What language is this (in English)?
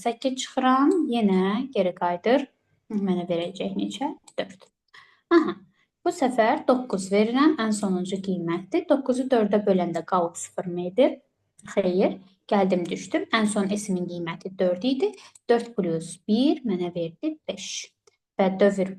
Azerbaijani